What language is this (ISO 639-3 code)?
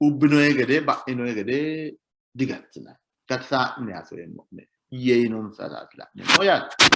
sid